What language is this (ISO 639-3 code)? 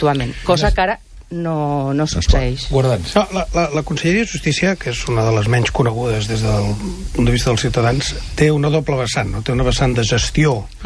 cat